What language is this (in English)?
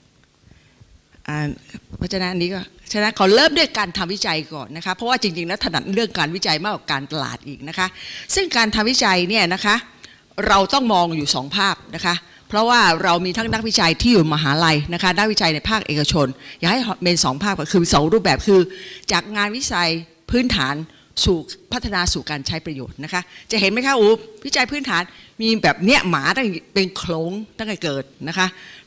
Thai